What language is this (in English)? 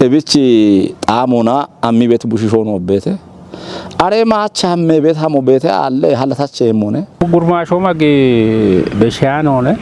Kafa